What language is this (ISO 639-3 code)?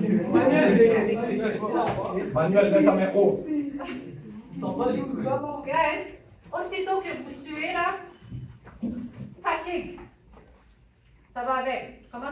fra